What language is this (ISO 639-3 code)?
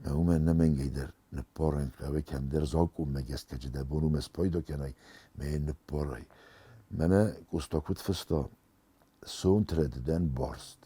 oss